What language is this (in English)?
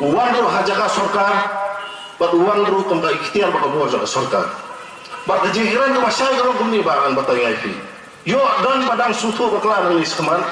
Khasi